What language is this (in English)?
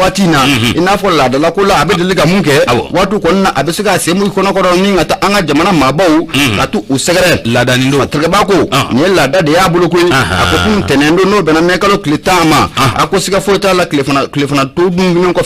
Bambara